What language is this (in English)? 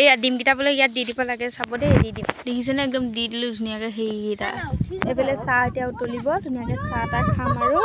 Assamese